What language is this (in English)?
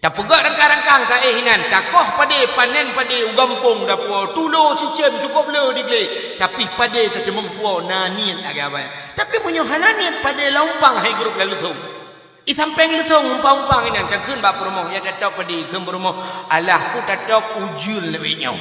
Achinese